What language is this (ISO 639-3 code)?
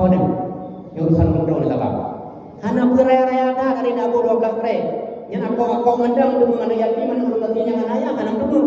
ace